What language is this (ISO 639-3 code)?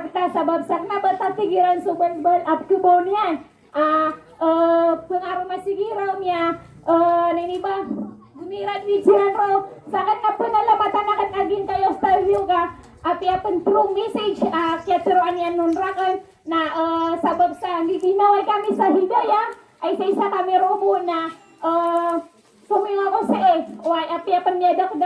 mrw